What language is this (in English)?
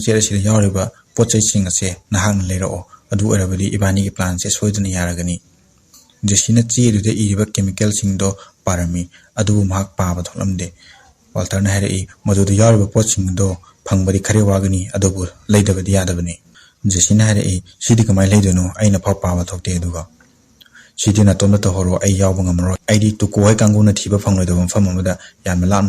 Manipuri